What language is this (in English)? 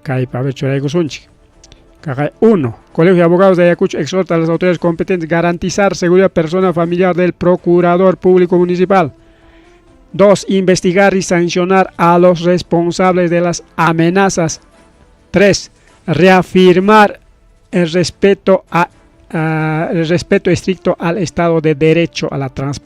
Ayacucho Quechua